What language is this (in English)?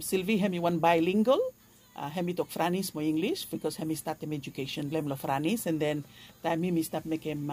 Bislama